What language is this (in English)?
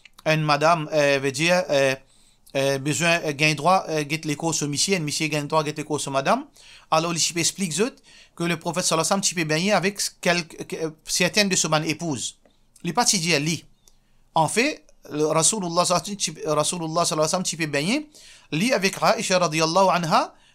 Morisyen